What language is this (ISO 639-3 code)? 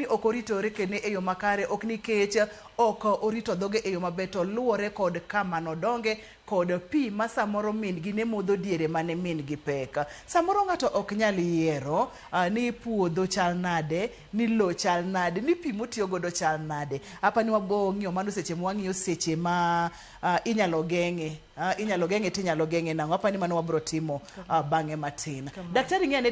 luo